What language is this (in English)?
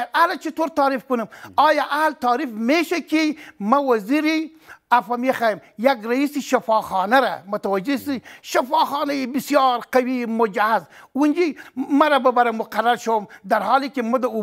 Persian